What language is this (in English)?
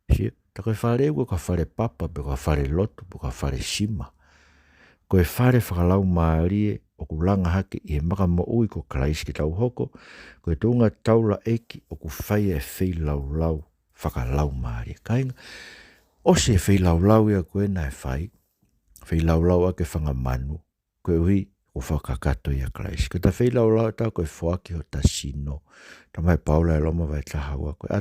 Tongan